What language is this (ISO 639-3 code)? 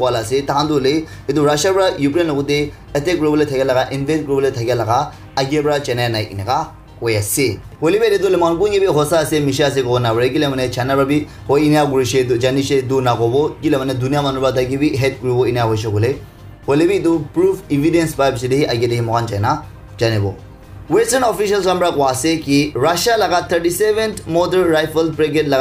nag